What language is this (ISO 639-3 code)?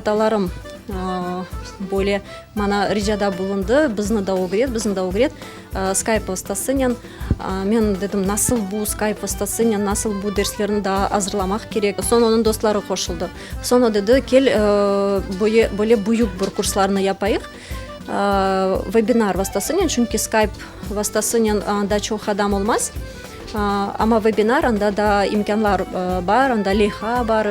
crh